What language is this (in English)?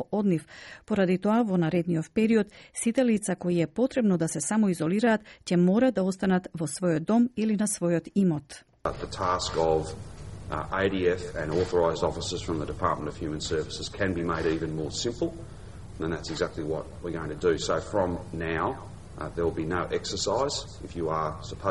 Macedonian